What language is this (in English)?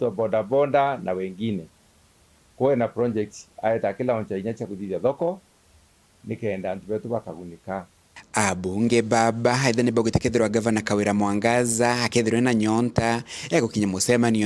Meru